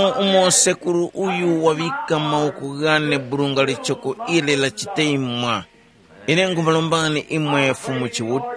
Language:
Tumbuka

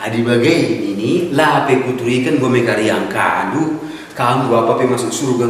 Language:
Batak Karo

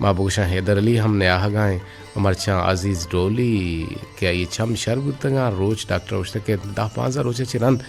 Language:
Eastern Balochi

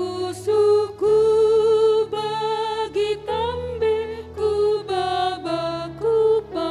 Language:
Batak Karo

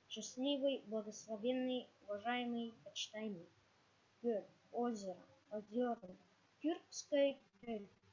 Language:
Yakut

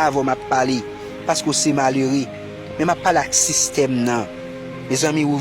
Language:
Haitian Creole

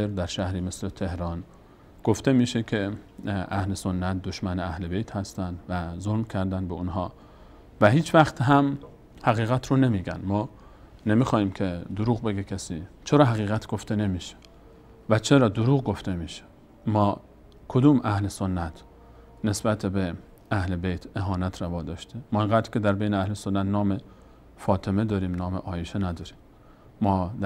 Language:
Persian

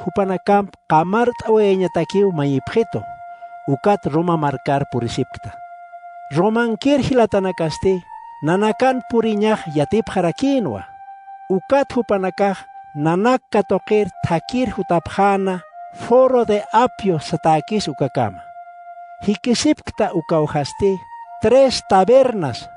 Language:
Aymara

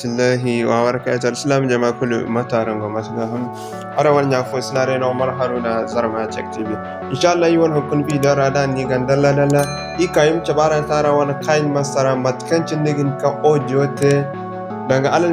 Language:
Zarma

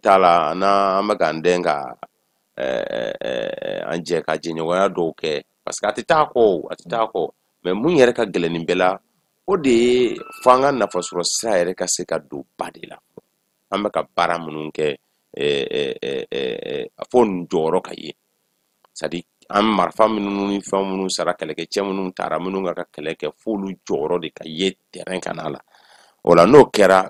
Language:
Bambara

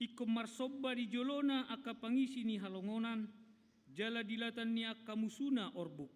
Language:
Batak Toba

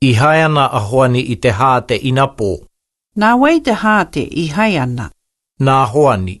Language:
Māori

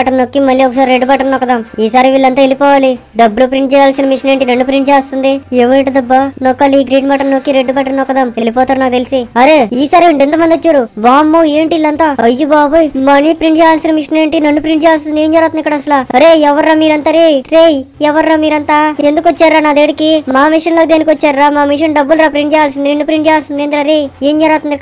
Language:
Telugu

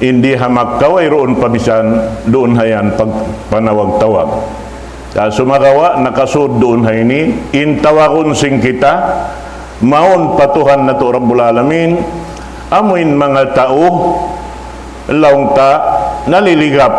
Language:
Tausug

